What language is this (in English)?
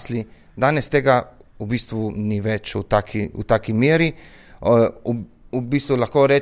Slovenian